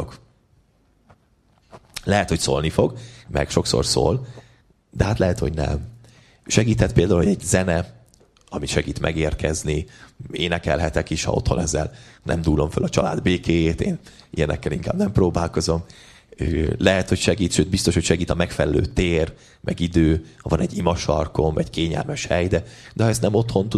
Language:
Hungarian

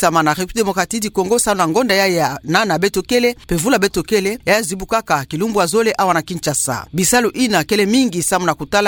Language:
Kituba (Democratic Republic of Congo)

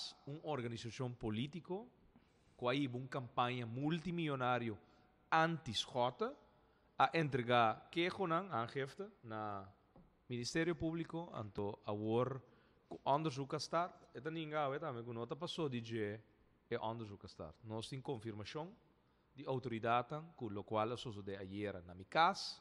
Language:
Papiamento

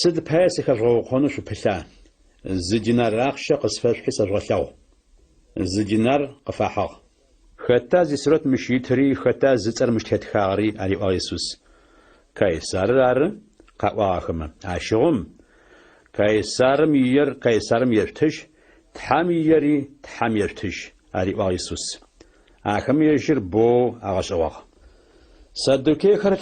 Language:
Adyghe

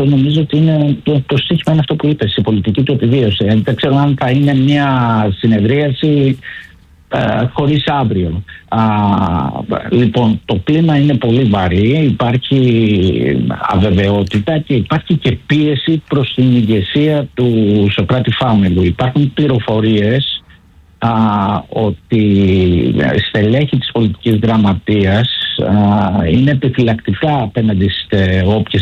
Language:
Greek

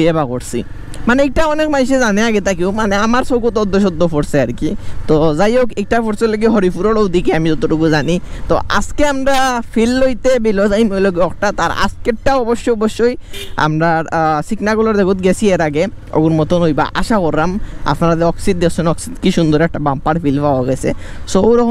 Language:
Sylheti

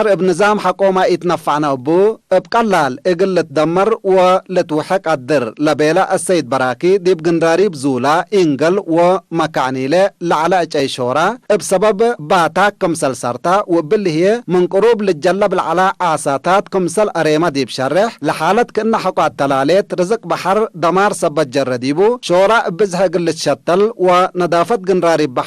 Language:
Tigre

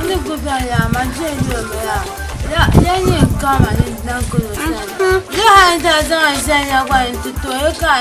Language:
Dagbani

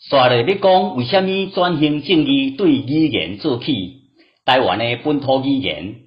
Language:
Min Nan Chinese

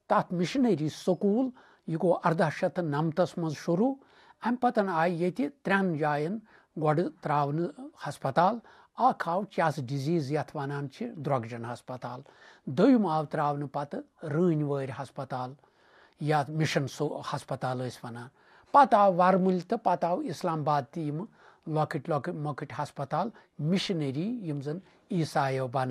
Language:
Kashmiri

